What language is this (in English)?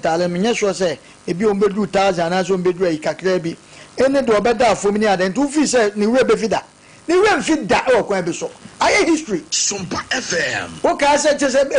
Akan